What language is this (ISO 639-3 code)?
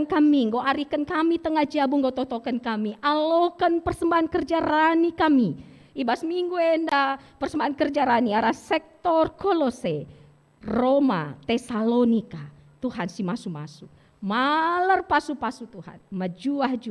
btx